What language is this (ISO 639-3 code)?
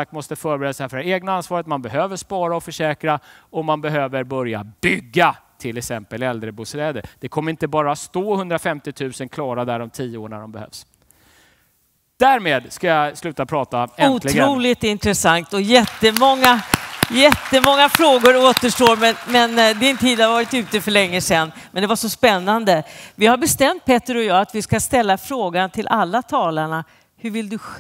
swe